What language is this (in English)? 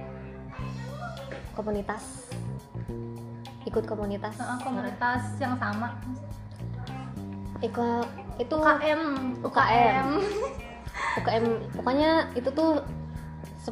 Indonesian